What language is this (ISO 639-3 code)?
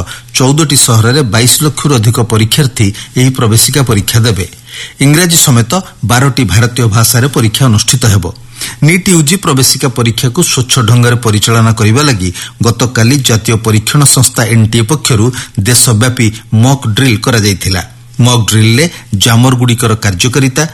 ori